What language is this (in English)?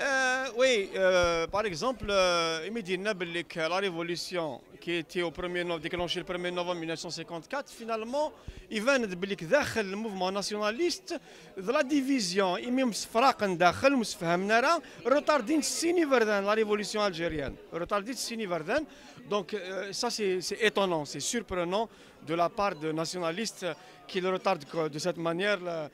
Kabyle